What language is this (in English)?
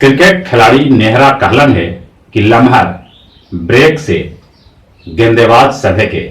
Magahi